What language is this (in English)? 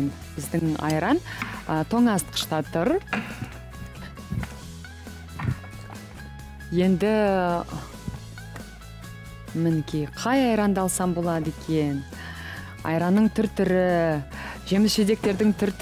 Kazakh